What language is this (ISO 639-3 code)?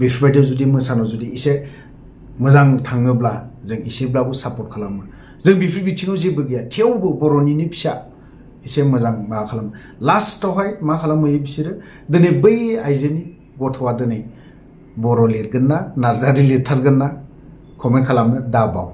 brx